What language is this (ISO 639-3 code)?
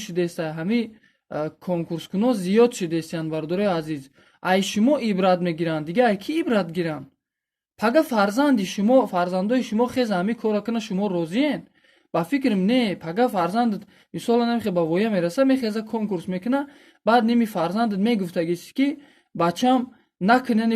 tgk